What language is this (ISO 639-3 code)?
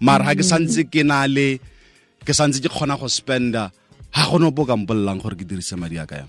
tsn